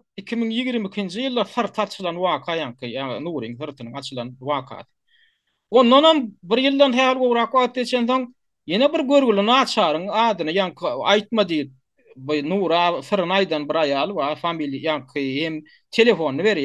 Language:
Turkmen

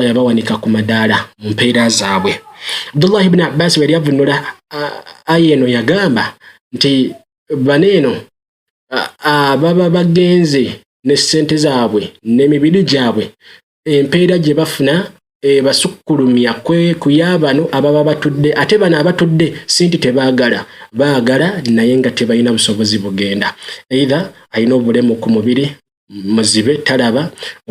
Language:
Ganda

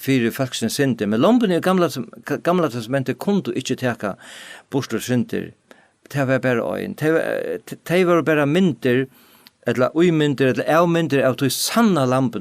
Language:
Faroese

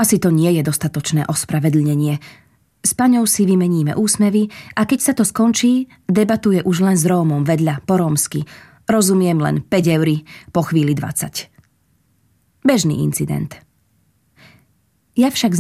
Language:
Slovak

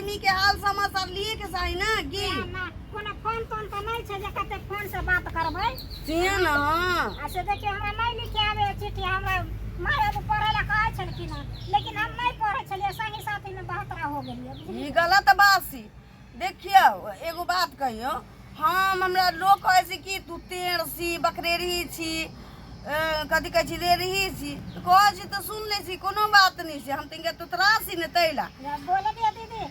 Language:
Maithili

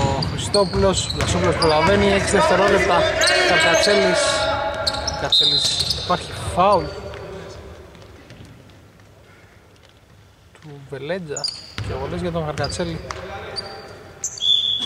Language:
Greek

